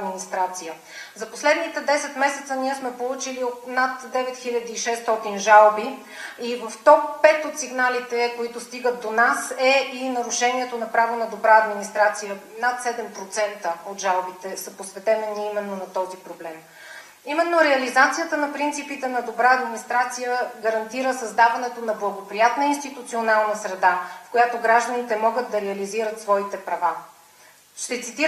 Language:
Bulgarian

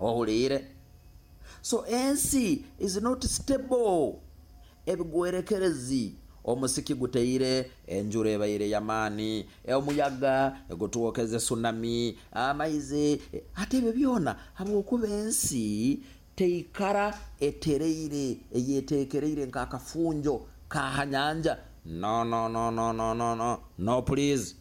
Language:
Nyoro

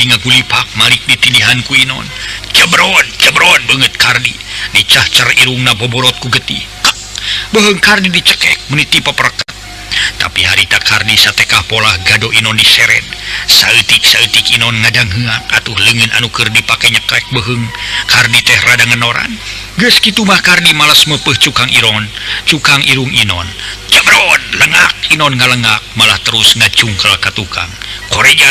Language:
Sundanese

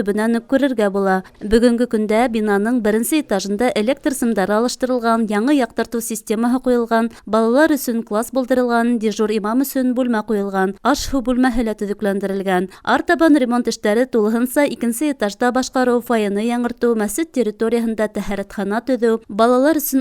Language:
Bashkir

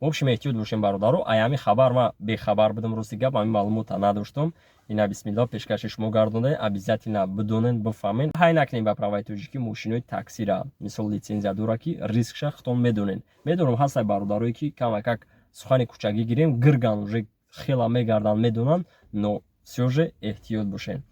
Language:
Tajik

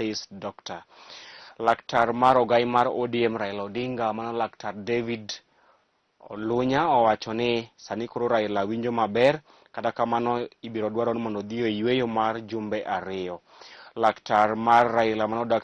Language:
Luo (Kenya and Tanzania)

